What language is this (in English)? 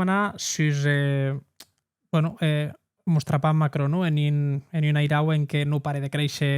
Occitan